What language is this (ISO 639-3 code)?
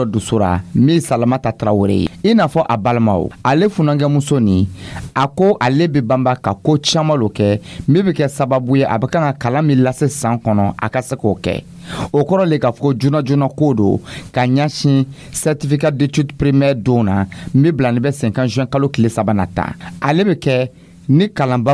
dyu